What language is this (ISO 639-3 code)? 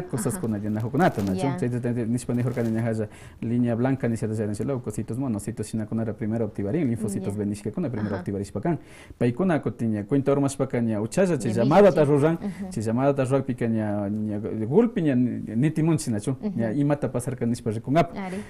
que